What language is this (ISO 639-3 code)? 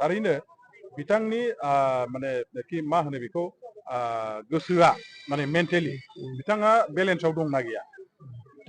brx